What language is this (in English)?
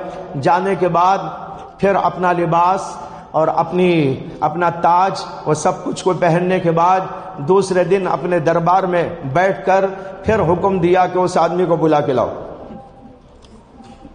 Urdu